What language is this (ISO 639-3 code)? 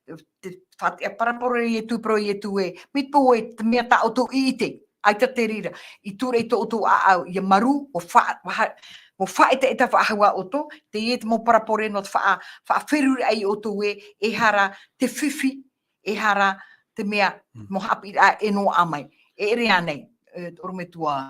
tah